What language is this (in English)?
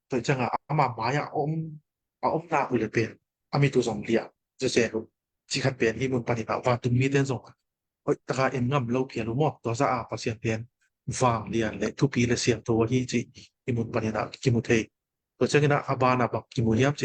Tedim Chin